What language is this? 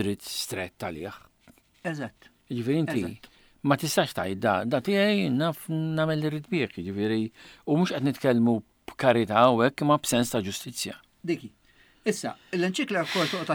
Maltese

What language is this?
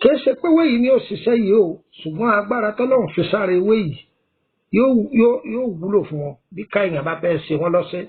Yoruba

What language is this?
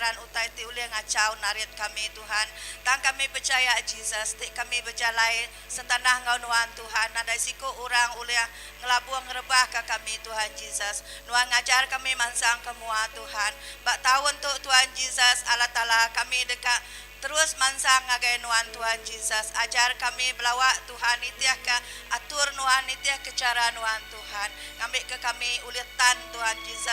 Iban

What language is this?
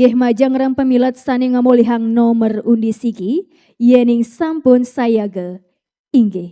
Balinese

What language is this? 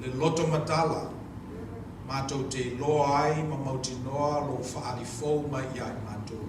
Samoan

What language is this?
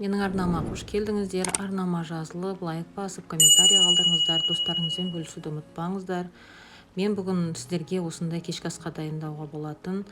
Kazakh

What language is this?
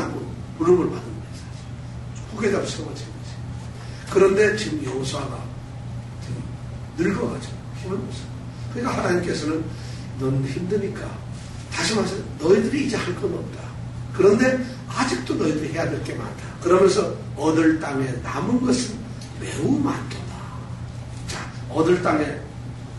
Korean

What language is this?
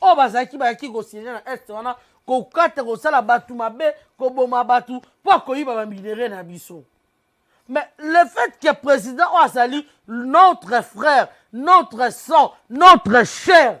Lingala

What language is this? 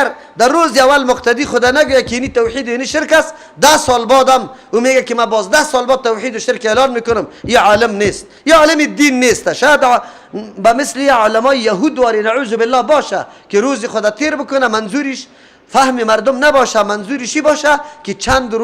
Persian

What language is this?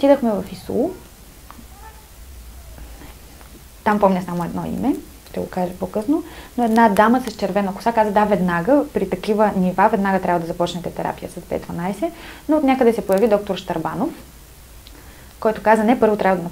Bulgarian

